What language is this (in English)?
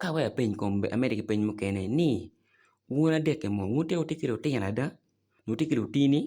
Acoli